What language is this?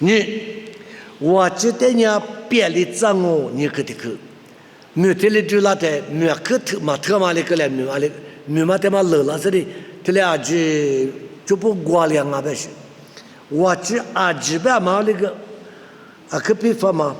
Lisu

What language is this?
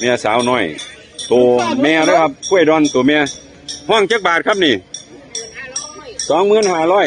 Northeastern Thai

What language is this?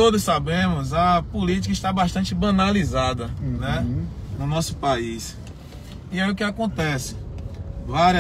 Portuguese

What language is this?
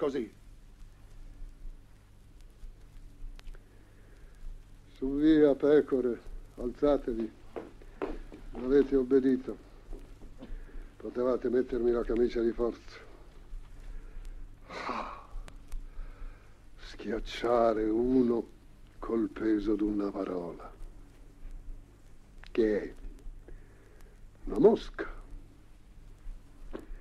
Italian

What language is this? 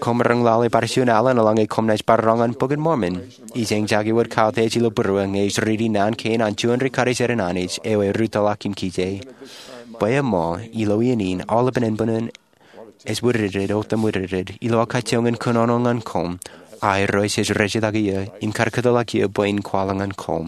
Marshallese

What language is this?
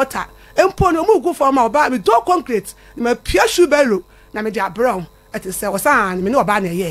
Akan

